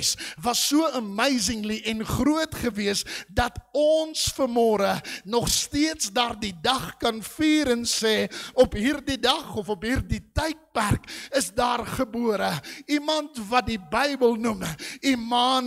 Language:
Afrikaans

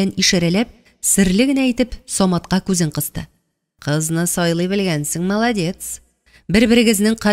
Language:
Tatar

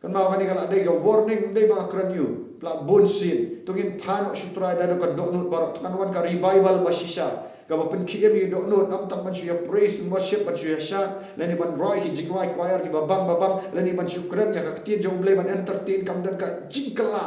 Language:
Khasi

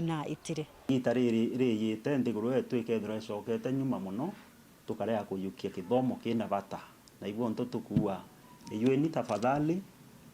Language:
Meru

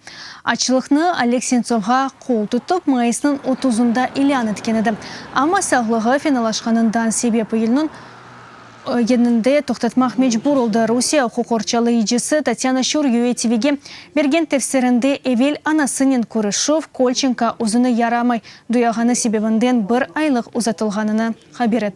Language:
Crimean Tatar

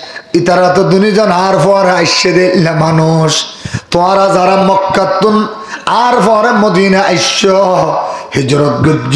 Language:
Rohingya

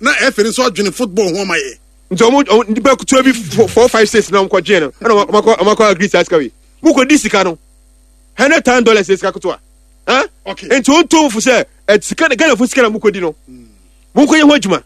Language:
Akan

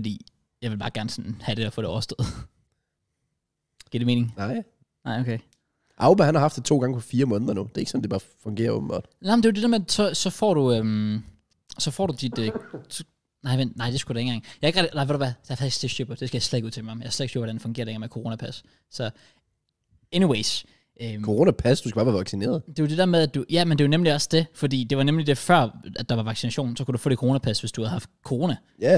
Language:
Danish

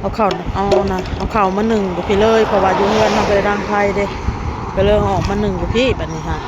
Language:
Northeastern Thai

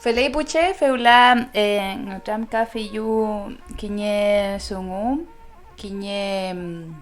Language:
Mapuche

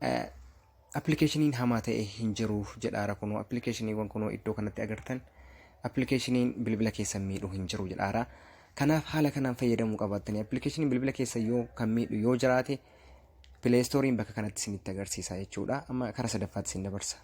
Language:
Oromo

